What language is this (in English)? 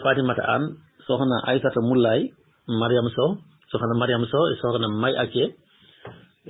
Fula